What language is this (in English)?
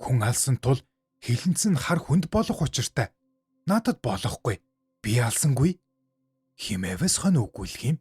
Mongolian